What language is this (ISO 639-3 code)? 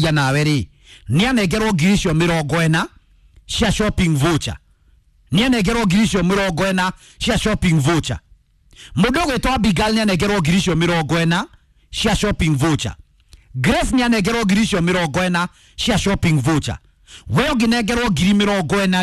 kik